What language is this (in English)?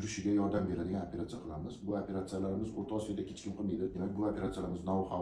Uzbek